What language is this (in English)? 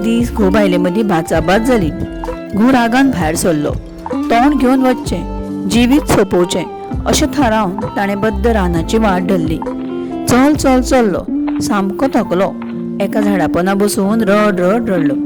Konkani